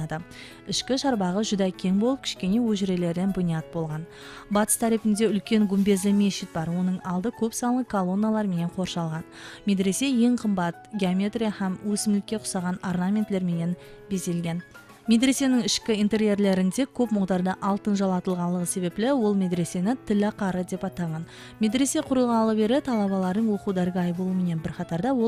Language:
Kara-Kalpak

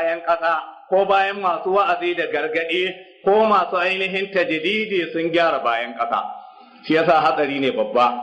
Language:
Hausa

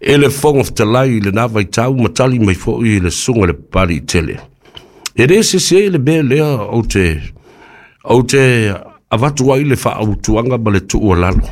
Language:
Samoan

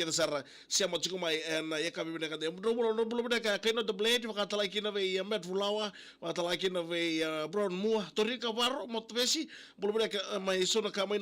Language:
Fijian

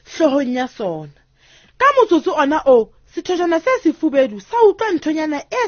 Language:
Southern Sotho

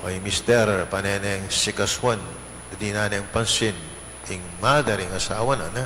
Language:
Pampanga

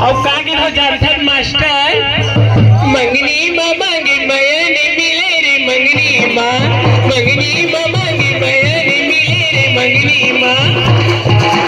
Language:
Chhattisgarhi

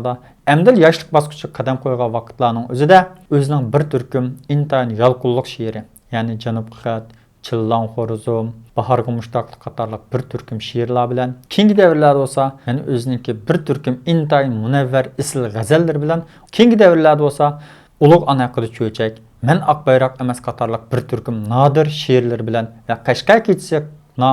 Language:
Uyghur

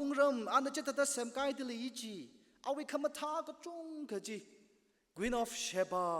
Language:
Tangkhul Naga (India)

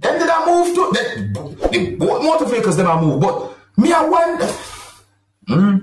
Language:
Jamaican Creole English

